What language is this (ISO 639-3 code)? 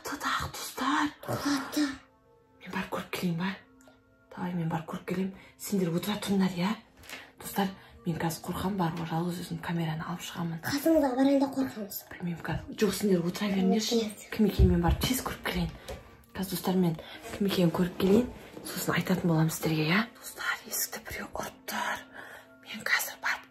kaz